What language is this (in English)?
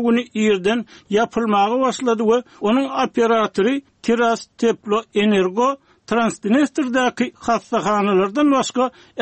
Turkmen